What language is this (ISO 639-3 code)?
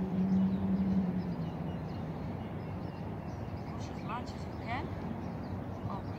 eng